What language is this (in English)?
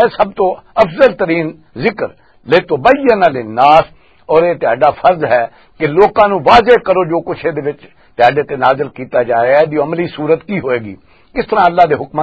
Western Panjabi